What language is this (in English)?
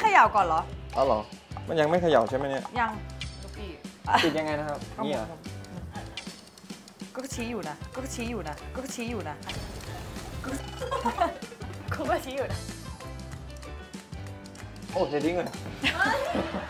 Thai